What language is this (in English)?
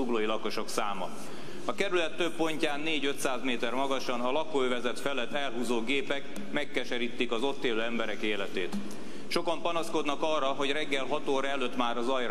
Hungarian